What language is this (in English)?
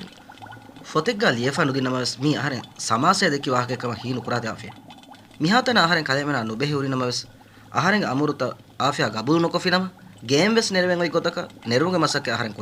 Divehi